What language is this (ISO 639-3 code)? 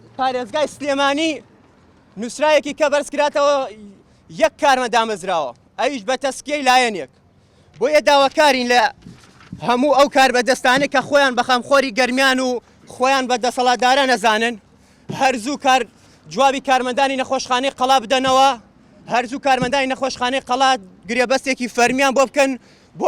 ckb